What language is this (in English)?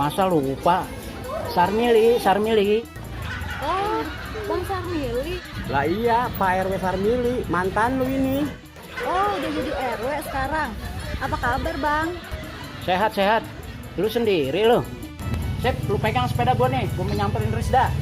Betawi